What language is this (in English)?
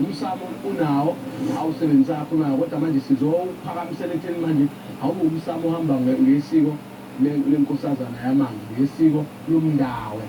Zulu